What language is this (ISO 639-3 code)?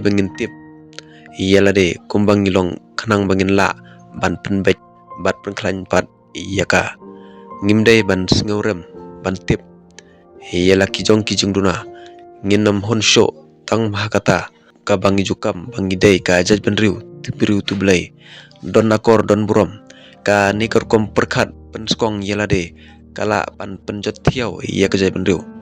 kha